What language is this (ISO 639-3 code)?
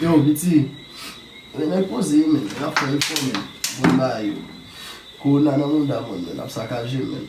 hat